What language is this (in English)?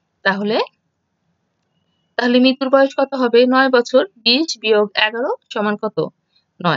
Bangla